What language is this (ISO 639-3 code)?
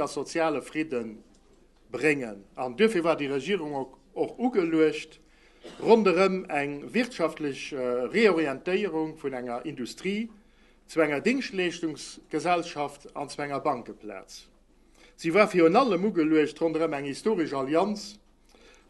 ltz